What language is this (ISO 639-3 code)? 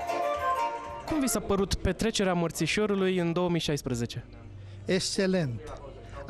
ron